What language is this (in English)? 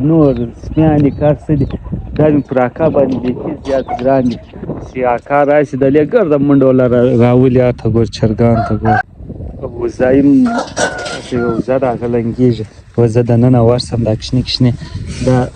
Pashto